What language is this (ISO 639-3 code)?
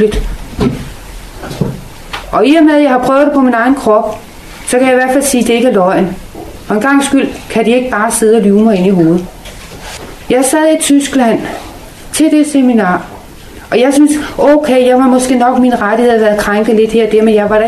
dan